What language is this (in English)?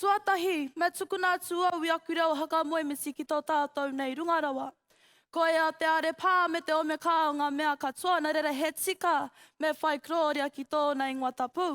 Māori